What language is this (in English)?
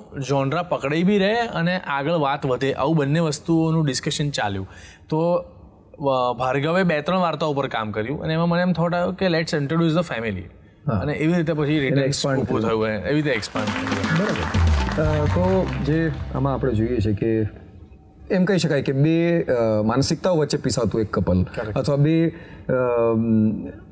Gujarati